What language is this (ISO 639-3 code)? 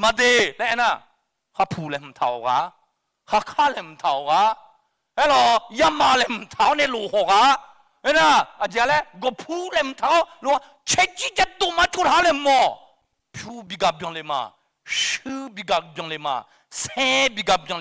ahk